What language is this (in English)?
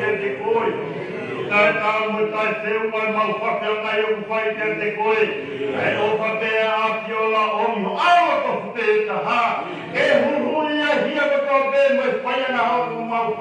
Tongan